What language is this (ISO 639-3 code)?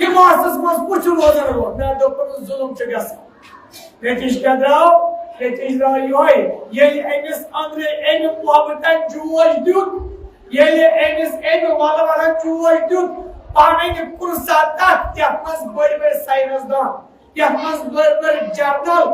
kas